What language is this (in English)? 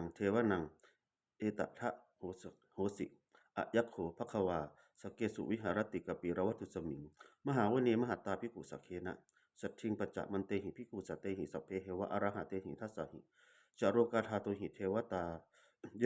Pali